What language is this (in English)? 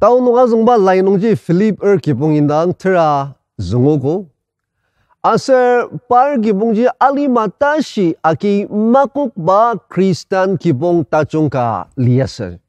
Ao Naga